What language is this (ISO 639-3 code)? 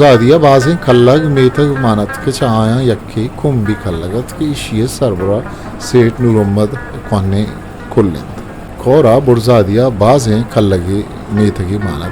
bgp